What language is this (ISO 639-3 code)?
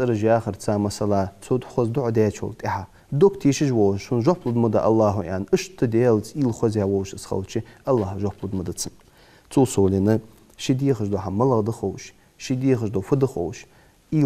inh